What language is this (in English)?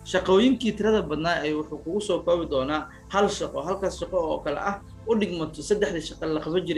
Somali